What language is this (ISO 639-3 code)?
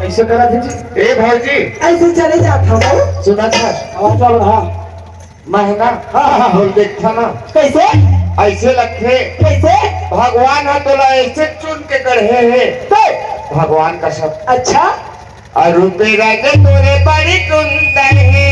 hne